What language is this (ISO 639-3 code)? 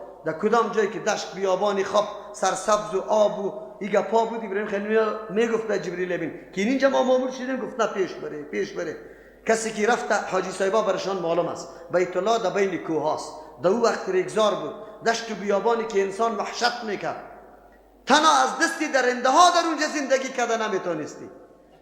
fas